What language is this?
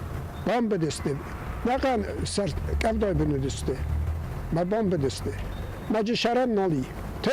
Ossetic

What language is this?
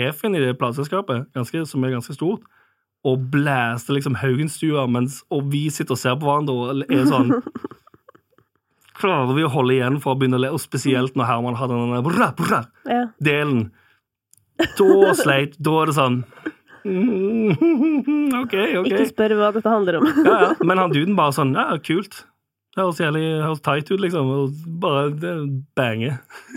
Norwegian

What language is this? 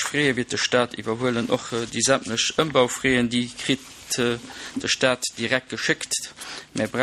Luxembourgish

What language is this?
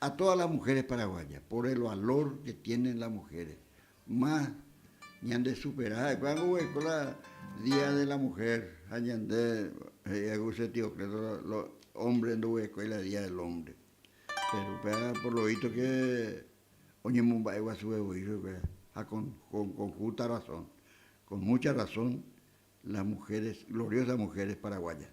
Guarani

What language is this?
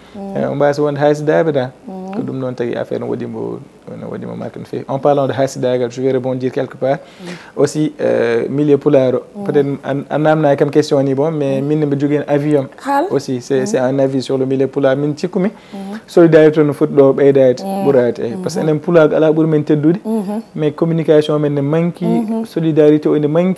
Fula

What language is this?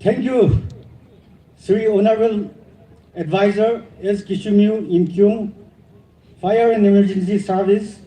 Naga Pidgin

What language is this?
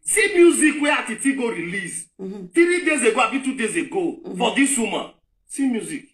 Nigerian Pidgin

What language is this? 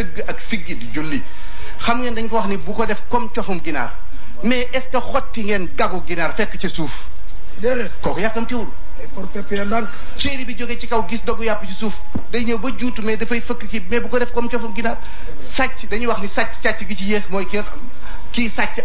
Wolof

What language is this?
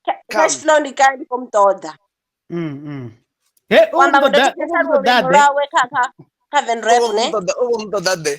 Venda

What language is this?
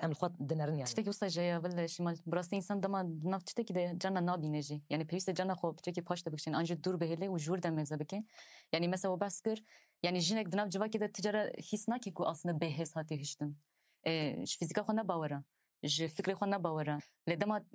Kurdish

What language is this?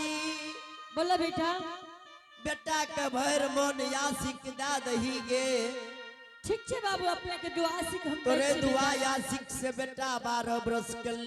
Angika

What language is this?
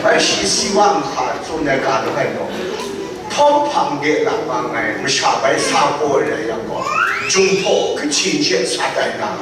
Kachin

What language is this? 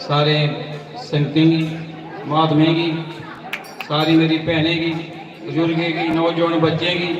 Dogri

